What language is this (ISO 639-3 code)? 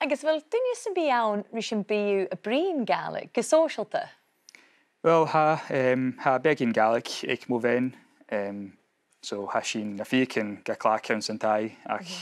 gla